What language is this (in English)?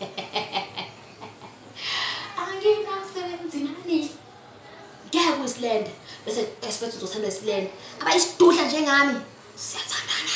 Zulu